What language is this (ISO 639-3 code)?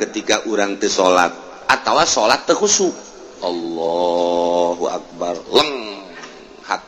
sun